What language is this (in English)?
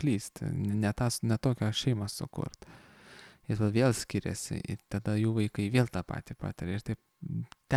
Lithuanian